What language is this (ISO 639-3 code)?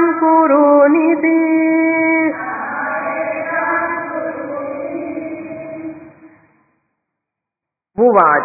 tel